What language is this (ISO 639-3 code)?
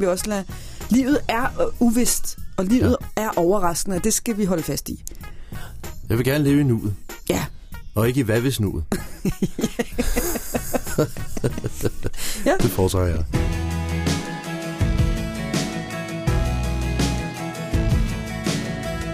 dan